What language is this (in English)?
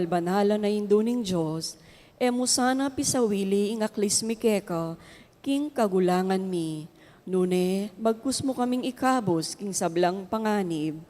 Pampanga